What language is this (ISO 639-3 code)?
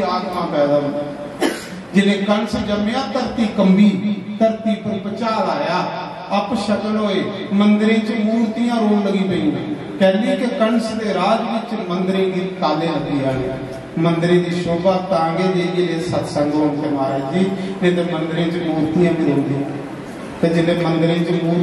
doi